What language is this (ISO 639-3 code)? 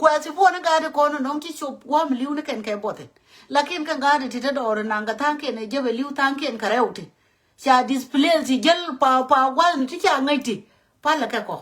nus